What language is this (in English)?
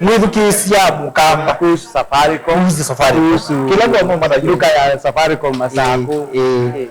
Kamba